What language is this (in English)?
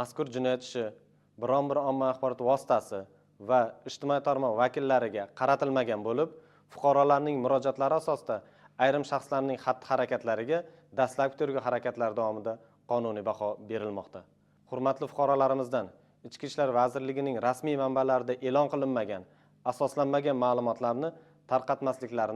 Uzbek